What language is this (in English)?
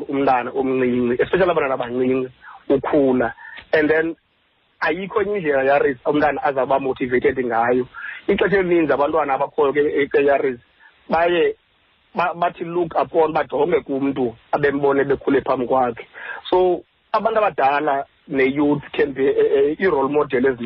Xhosa